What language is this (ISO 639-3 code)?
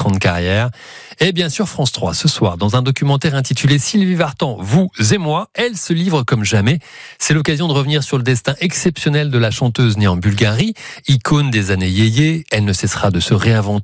fra